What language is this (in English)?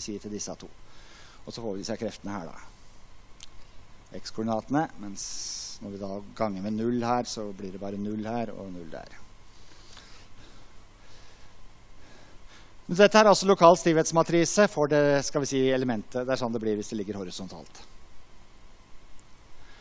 Norwegian